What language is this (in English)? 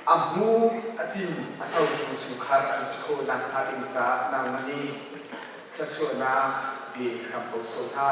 Hakha Chin